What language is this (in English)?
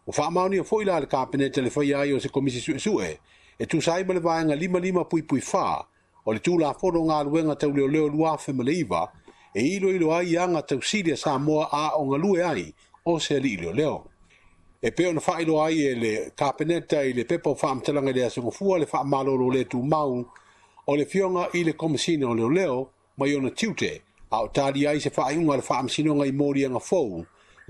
Samoan